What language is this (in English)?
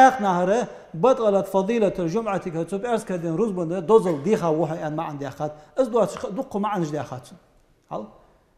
Ingush